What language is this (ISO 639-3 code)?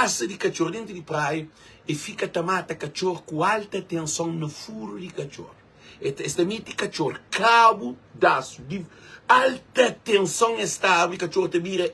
kea